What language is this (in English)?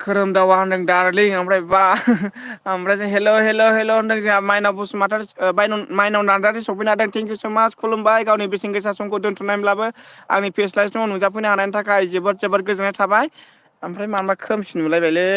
Bodo